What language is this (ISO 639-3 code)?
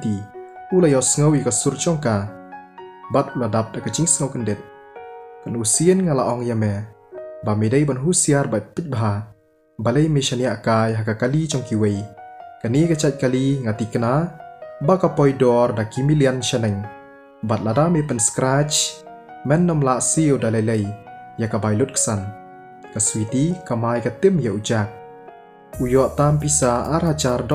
kha